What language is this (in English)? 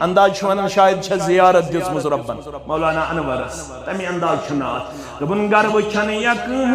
Kashmiri